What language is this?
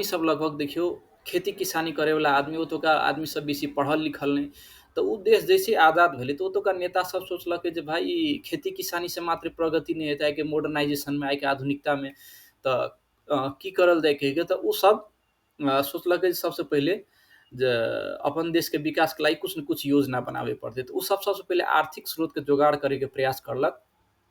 Maithili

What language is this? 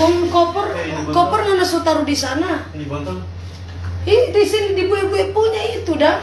Manado Malay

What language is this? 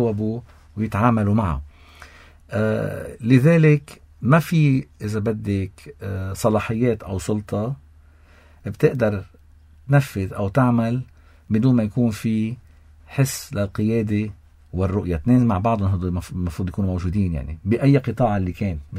North Levantine Arabic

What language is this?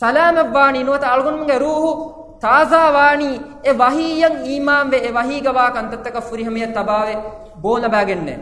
Divehi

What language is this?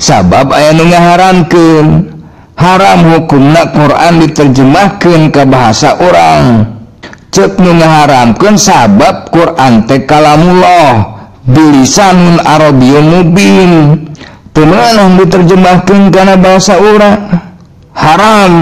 Sundanese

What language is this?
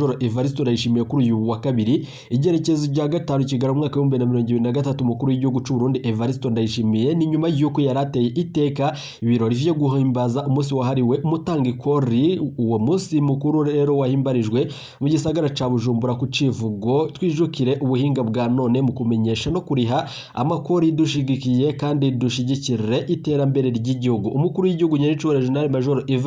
Rundi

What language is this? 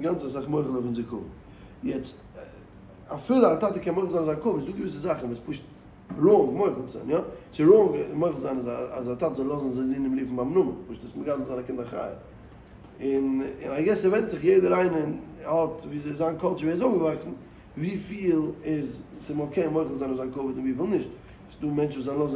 Yiddish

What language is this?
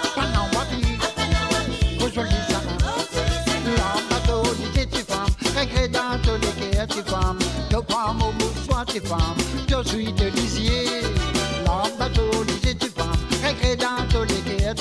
Morisyen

